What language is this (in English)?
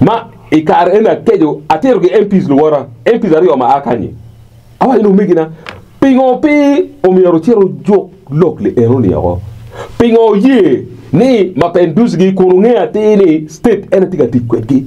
Acoli